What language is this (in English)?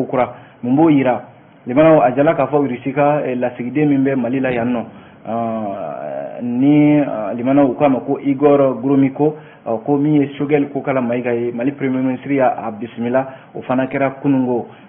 Bambara